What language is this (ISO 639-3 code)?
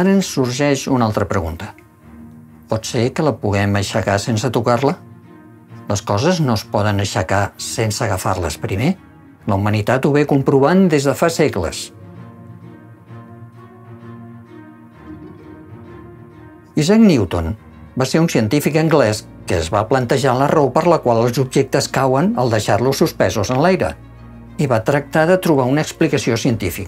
cat